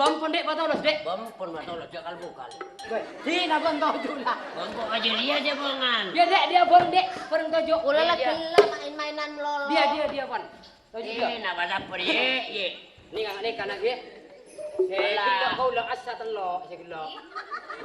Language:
Madurese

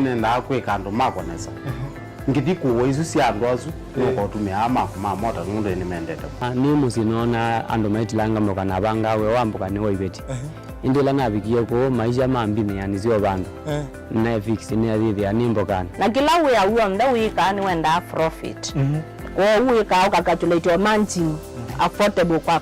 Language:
Kamba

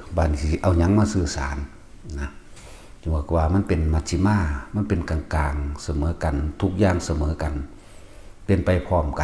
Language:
Northeastern Thai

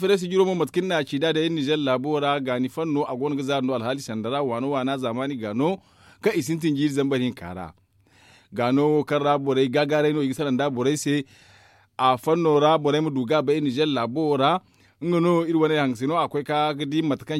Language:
Zarma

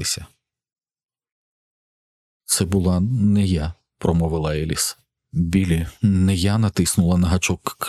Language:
Ukrainian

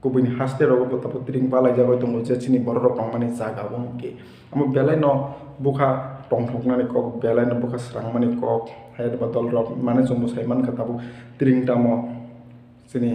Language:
Kok Borok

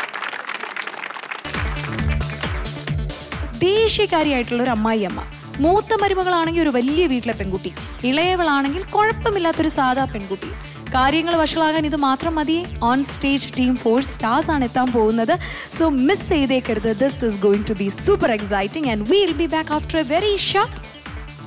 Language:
Malayalam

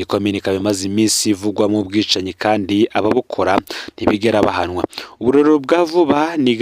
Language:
Rundi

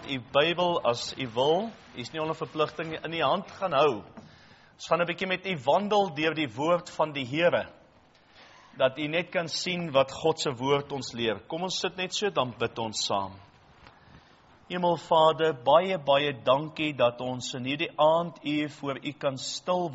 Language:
Afrikaans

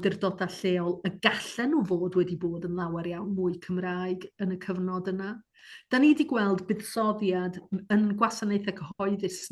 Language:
Welsh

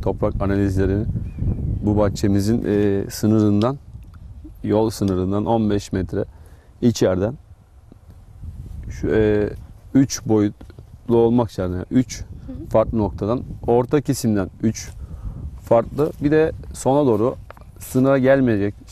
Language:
Turkish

